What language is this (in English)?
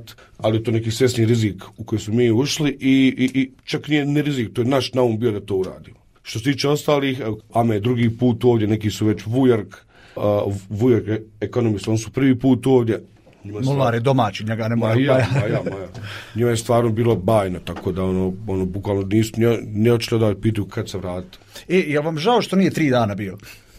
Bosnian